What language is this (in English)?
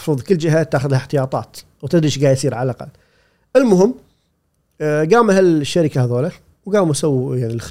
Gulf Arabic